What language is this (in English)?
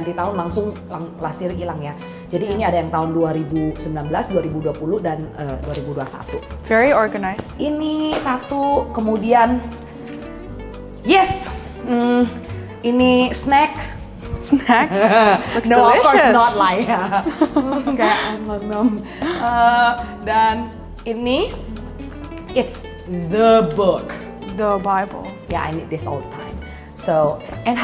Indonesian